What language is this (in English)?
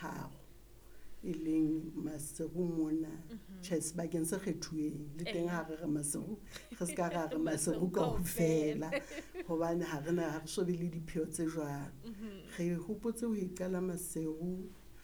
Southern Sotho